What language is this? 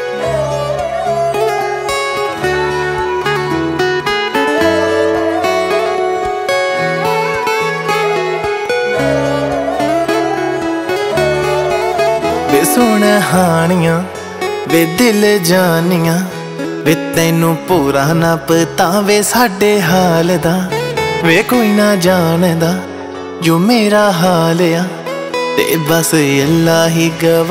Punjabi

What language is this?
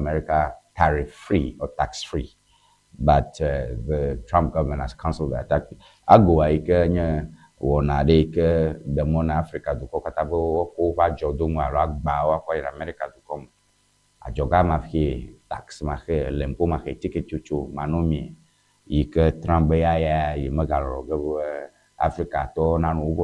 Ewe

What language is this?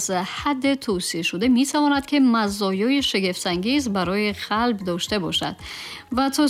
Tajik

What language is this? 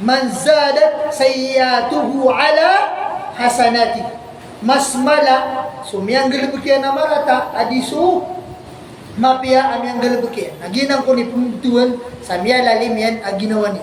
Maranao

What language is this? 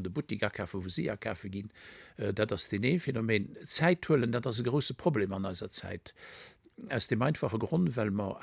Luxembourgish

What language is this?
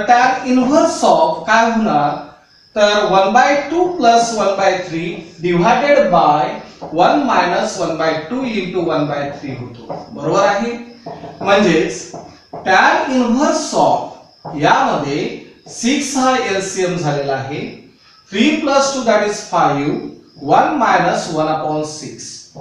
Marathi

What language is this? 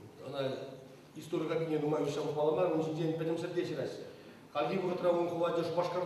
Chuvash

